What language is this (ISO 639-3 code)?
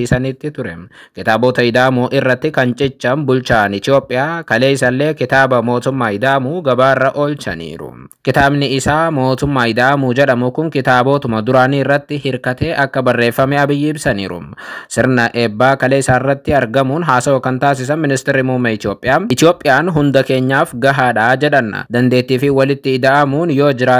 orm